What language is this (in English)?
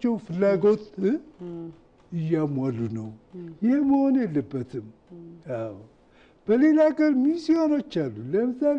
Amharic